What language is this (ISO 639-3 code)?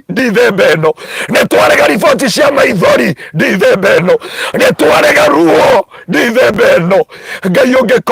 kik